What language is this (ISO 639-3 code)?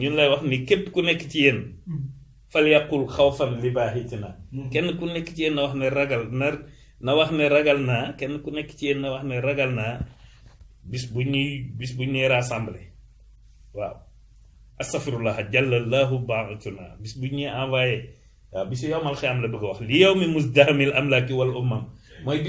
wol